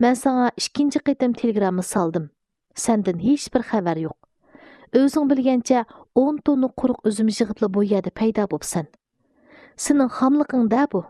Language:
Uyghur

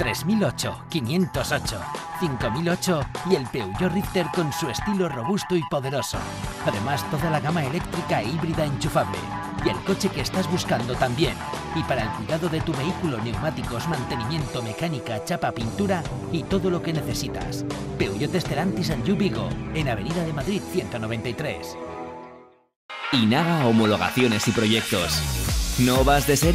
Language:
Spanish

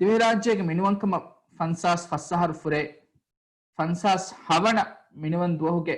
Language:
Divehi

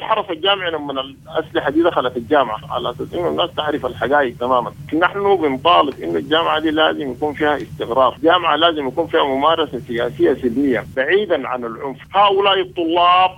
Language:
Sudanese Arabic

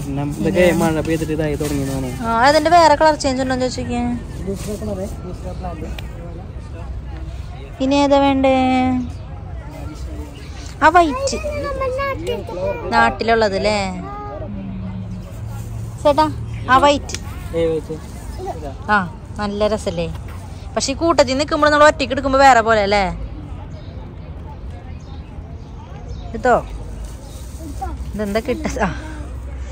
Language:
Malayalam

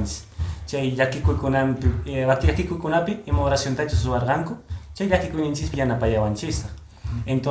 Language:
Quechua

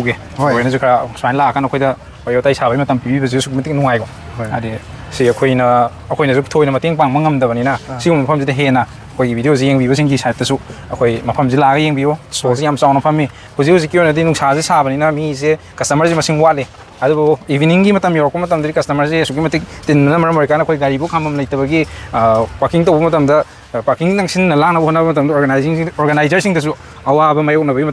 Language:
Manipuri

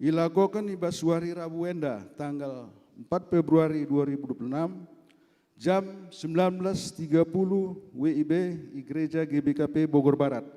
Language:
Batak Karo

